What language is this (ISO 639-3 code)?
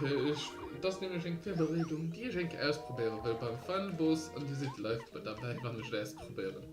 ltz